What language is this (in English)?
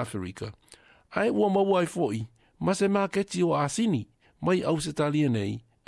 Samoan